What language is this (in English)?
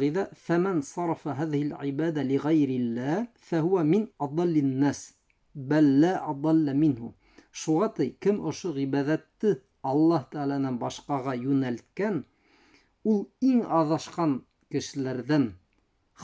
Bashkir